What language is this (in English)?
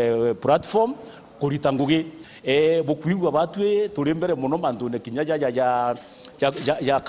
Meru